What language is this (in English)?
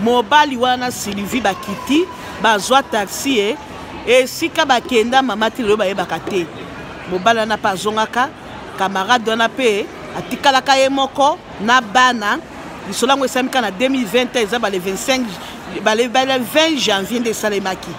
Lingala